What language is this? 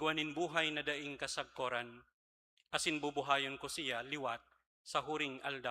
Bikol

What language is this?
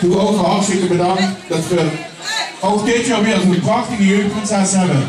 Limburgish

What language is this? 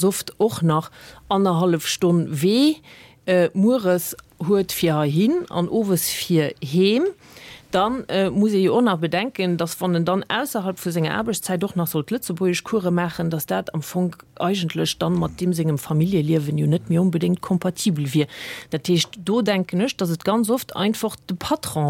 Luxembourgish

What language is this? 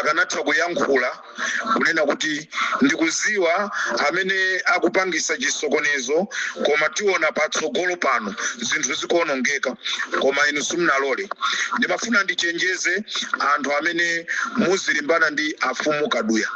Nyanja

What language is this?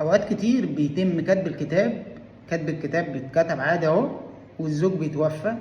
Egyptian Arabic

